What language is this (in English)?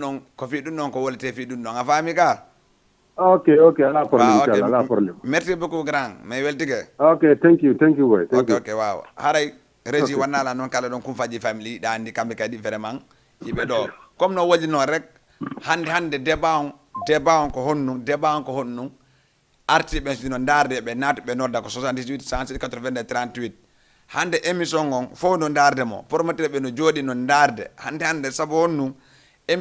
Fula